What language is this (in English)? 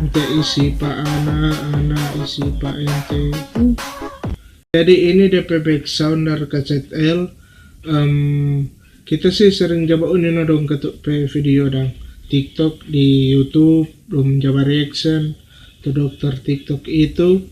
Manado Malay